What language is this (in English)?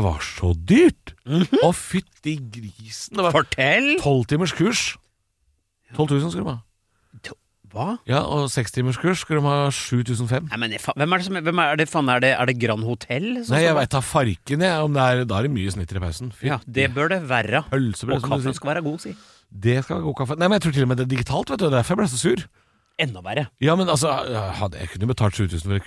Norwegian